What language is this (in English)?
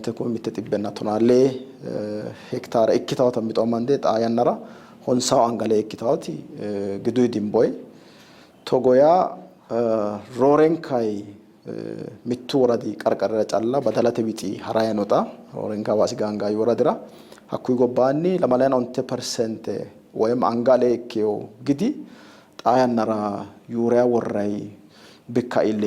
Sidamo